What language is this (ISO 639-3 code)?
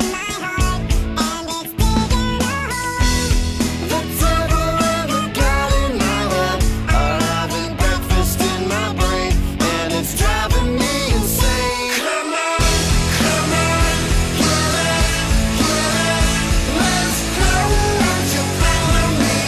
eng